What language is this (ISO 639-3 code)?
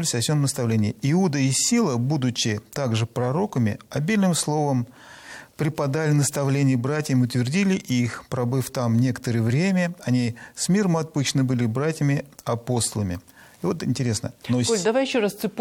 rus